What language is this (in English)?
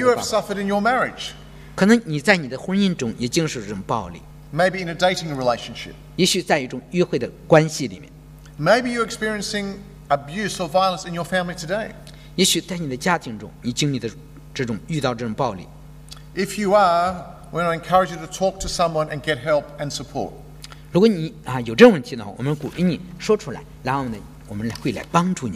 Chinese